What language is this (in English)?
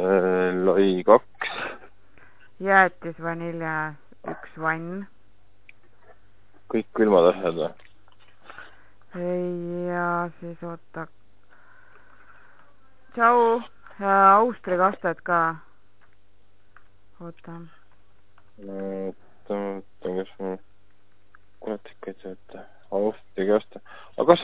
Estonian